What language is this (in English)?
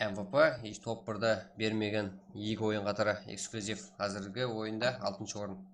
Kara-Kalpak